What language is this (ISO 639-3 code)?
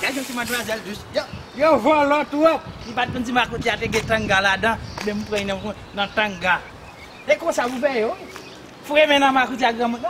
hat